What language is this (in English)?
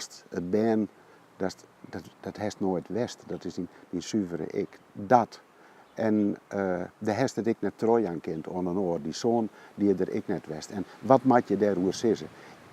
Western Frisian